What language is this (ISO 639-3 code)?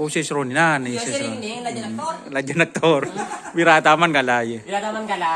mad